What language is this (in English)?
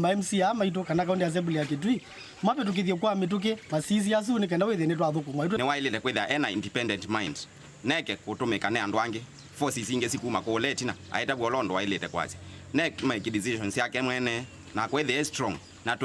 Kamba